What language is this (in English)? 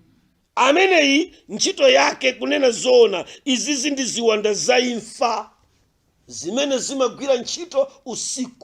Nyanja